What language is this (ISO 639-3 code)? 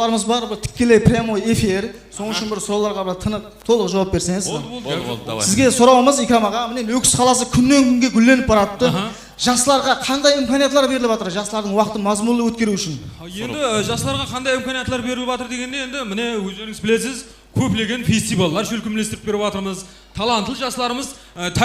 kaa